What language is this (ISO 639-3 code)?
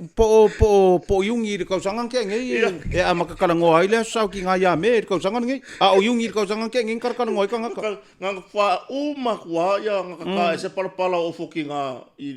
smo